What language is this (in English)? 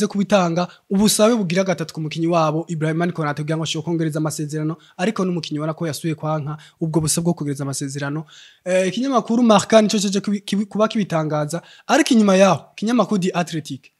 Rundi